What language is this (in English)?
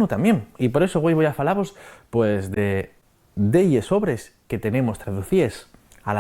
Asturian